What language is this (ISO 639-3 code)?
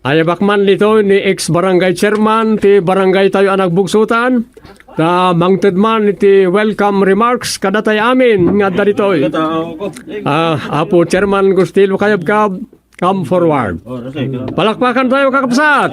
ilo